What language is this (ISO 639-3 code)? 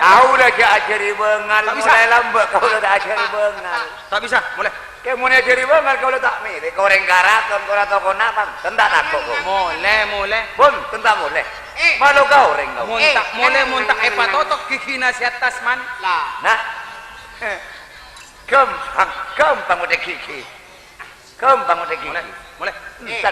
mad